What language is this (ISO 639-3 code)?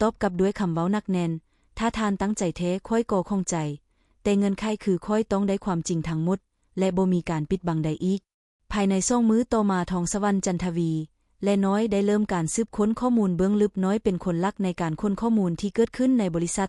lao